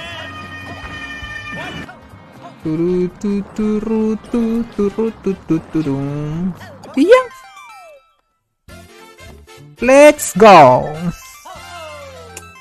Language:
Spanish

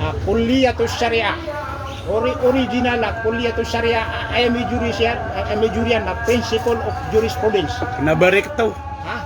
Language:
Maranao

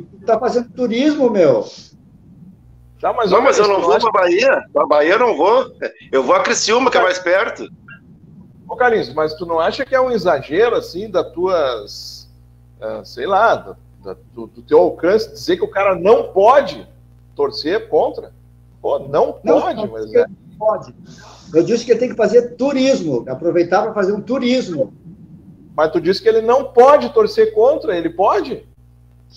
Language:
Portuguese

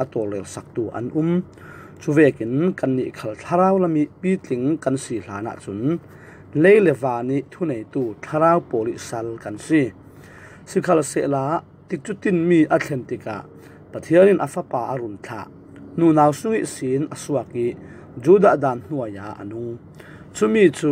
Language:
Falam Chin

